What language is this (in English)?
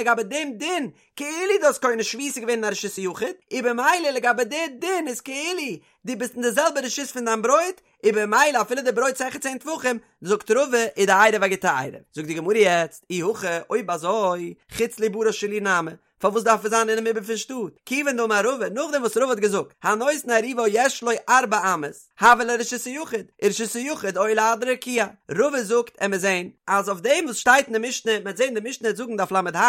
Yiddish